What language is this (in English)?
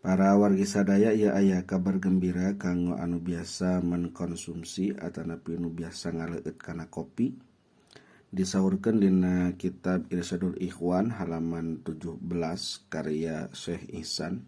Sundanese